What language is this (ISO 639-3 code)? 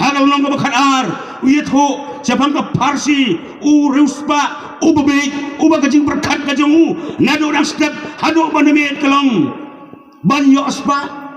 kha